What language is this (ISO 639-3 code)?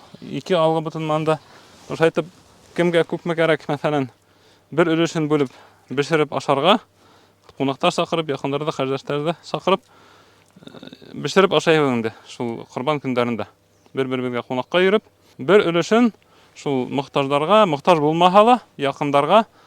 bak